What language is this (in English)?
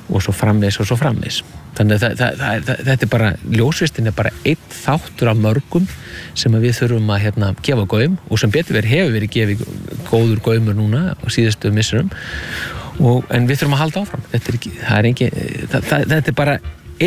Icelandic